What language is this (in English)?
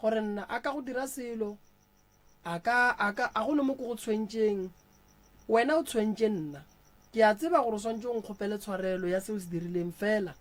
Northern Sotho